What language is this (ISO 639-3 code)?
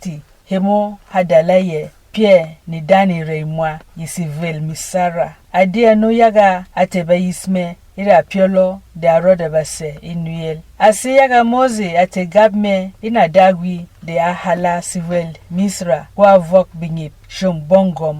bom